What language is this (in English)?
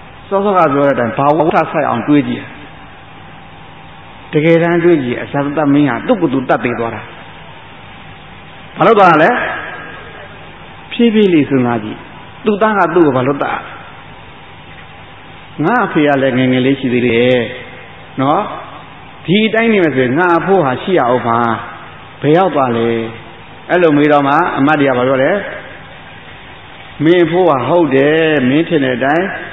Burmese